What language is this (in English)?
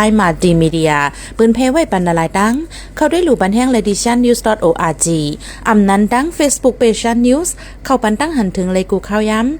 Shan